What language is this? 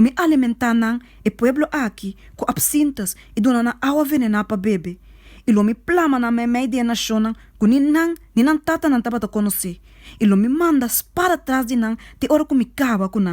Papiamento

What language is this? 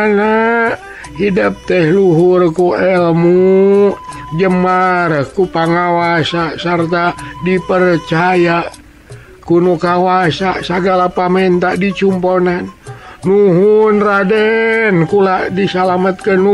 Sundanese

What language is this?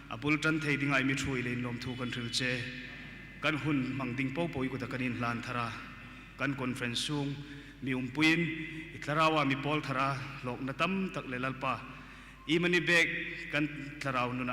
Hmar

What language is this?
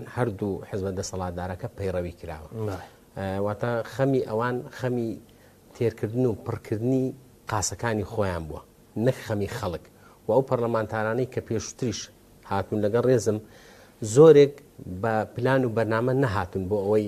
Central Kurdish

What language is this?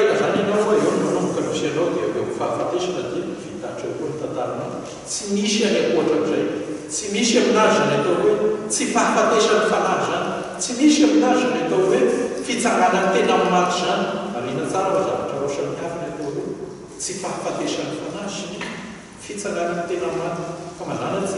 Malagasy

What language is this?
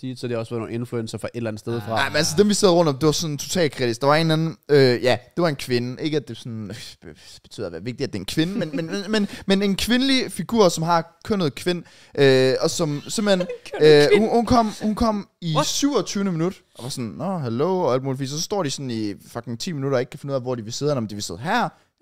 Danish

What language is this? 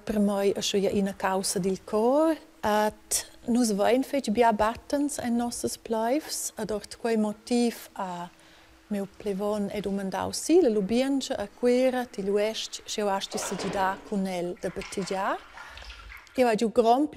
Romansh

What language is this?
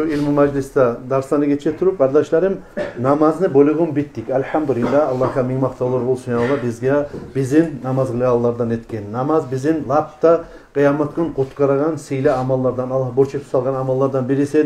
Kumyk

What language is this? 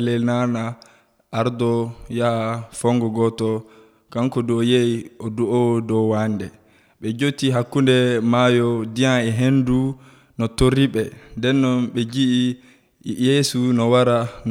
Nigerian Fulfulde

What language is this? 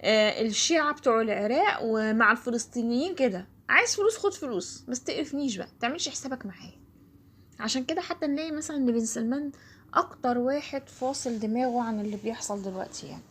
Egyptian Arabic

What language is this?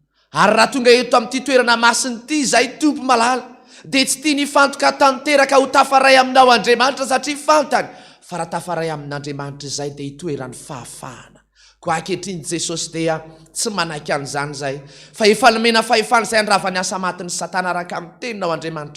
Malagasy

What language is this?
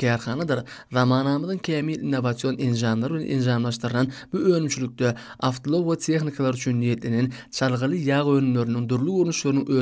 Turkmen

